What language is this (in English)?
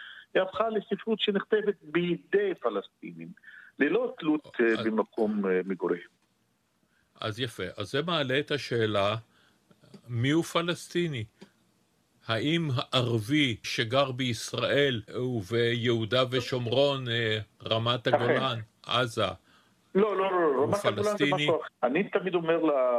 Hebrew